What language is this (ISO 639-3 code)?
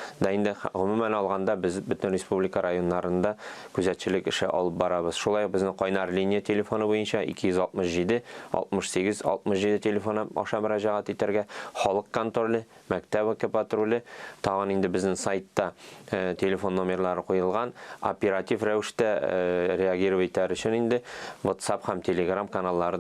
tat